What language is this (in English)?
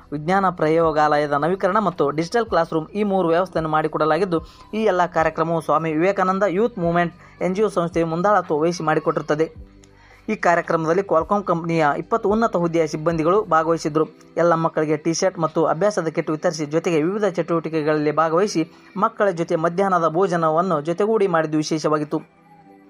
Kannada